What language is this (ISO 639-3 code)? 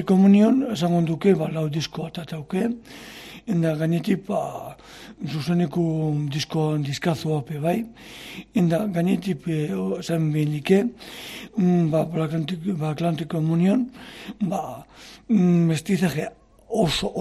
eus